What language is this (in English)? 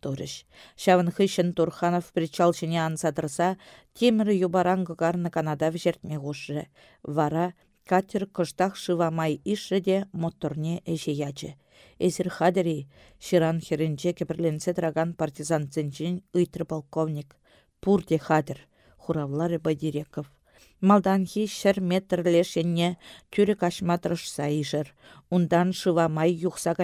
Chuvash